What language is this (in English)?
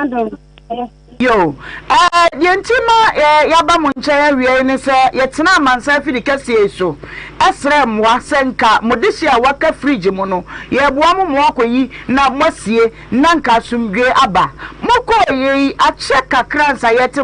Akan